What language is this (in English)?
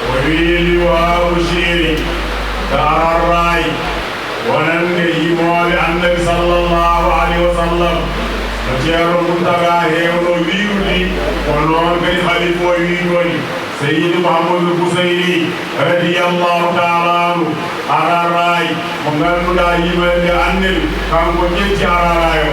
Fula